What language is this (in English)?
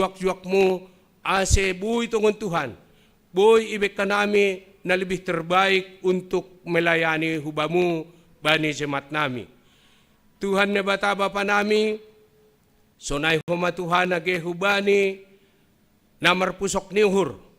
Batak Simalungun